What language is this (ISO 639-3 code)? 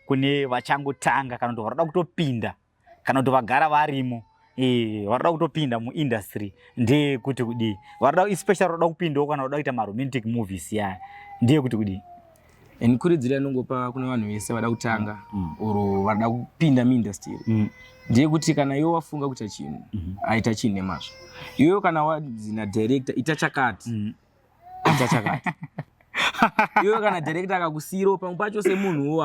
sna